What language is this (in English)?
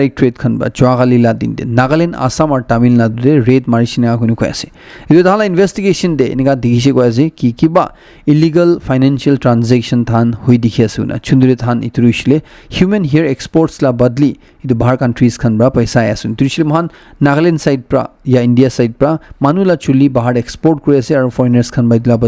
Naga Pidgin